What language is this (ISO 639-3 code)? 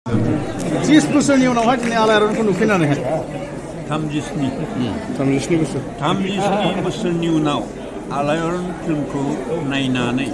brx